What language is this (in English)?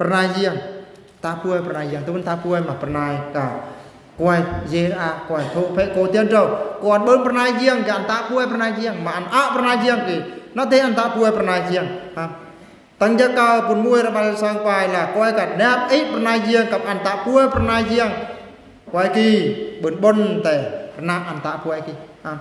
Eastern Bru